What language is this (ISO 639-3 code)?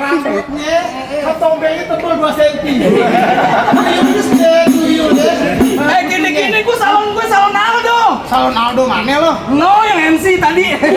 bew